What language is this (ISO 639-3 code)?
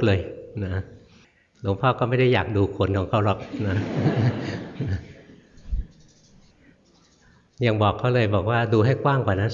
tha